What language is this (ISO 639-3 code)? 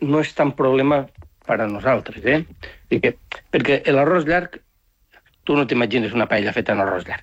cat